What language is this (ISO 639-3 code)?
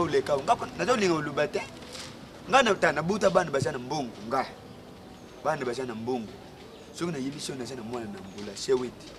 lin